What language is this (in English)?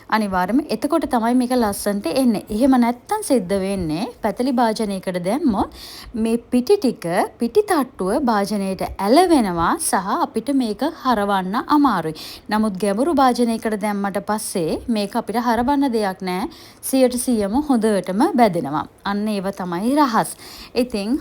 Sinhala